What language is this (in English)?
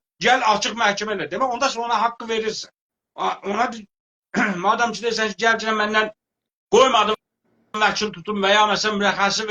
South Azerbaijani